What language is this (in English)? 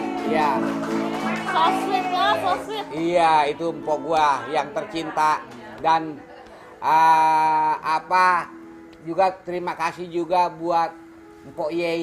Betawi